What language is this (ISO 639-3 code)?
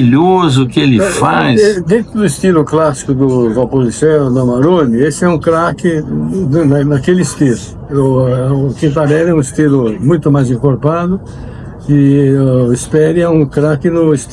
por